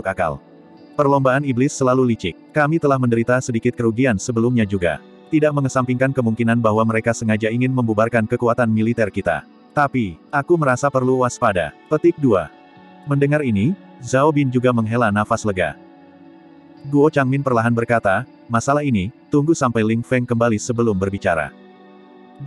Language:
Indonesian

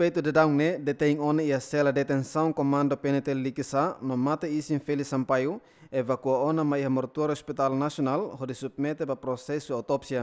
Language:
Tetum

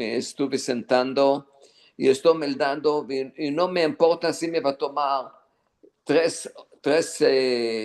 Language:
Ladino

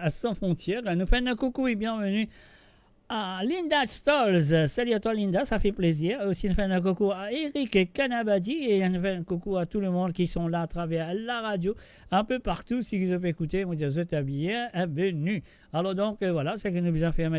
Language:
Morisyen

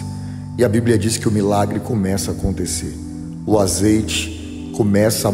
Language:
Portuguese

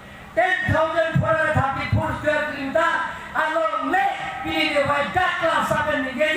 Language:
Karbi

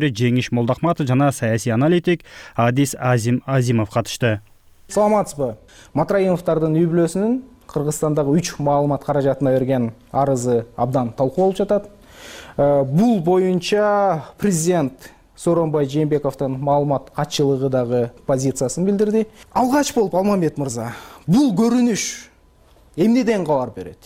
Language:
Kyrgyz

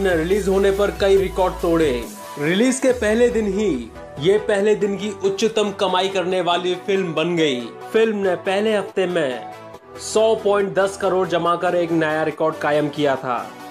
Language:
Hindi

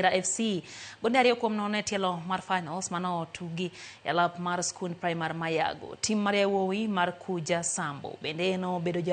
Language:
Luo (Kenya and Tanzania)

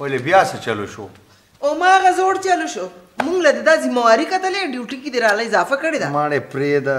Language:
Pashto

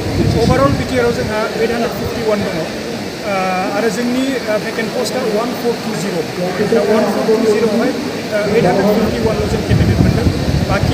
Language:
Bodo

